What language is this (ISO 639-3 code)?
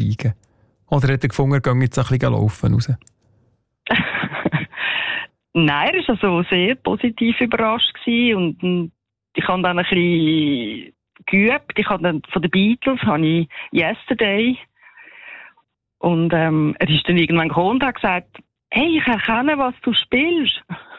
deu